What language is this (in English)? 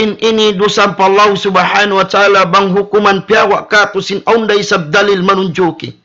Tausug